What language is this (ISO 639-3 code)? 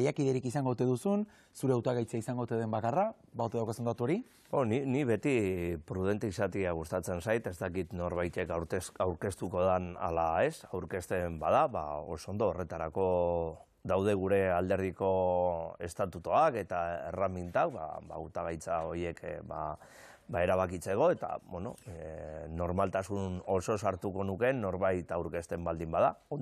eus